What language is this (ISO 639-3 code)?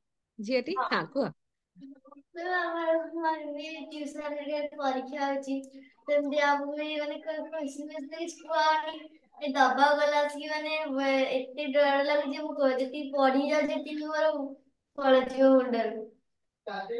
ori